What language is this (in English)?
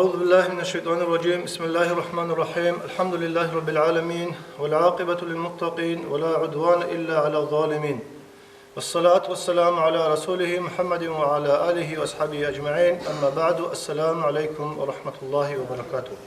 Avaric